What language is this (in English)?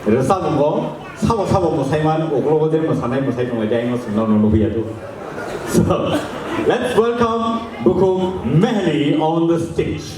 Kok Borok